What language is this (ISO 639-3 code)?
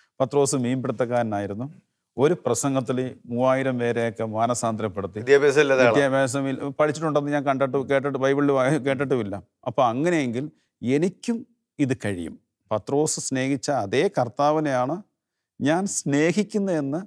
mal